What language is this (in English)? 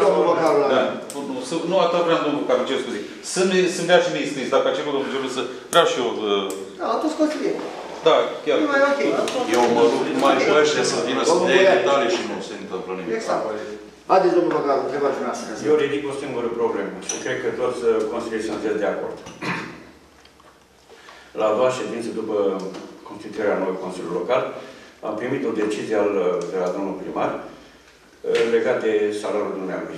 Romanian